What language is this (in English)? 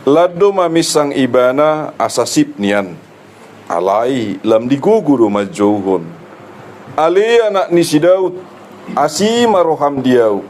Batak Toba